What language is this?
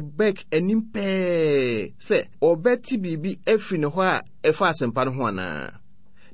Akan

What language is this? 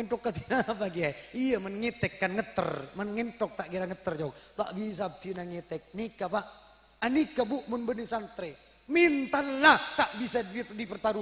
Madurese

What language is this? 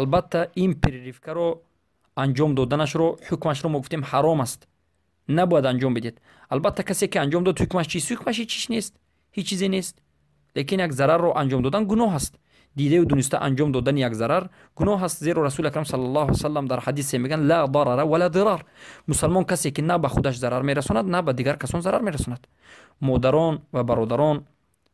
Tajik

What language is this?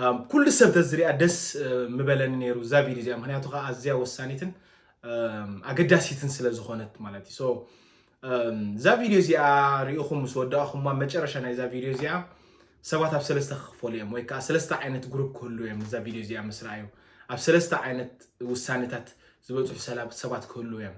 Tigrinya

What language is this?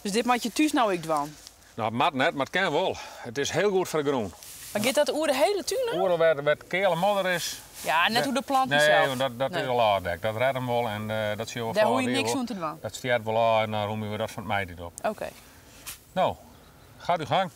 Western Frisian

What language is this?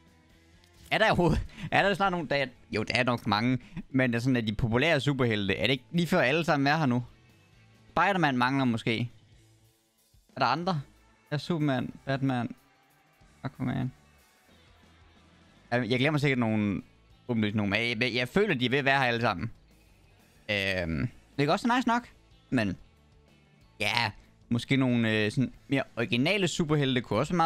Danish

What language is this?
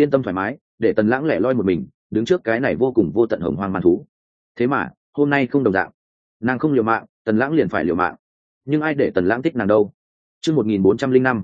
Vietnamese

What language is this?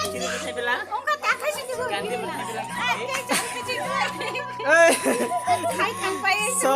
Kok Borok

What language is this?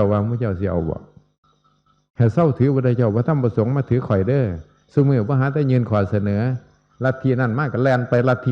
Northeastern Thai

